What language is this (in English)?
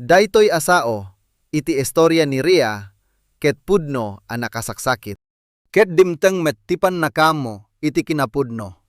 Iloko